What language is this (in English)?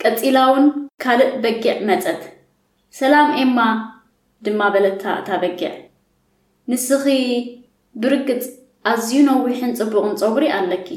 Tigrinya